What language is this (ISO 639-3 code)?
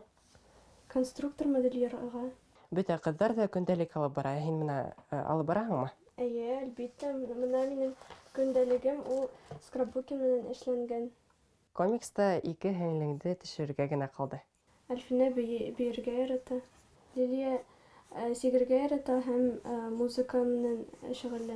bak